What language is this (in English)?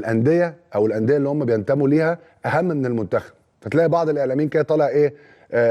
Egyptian Arabic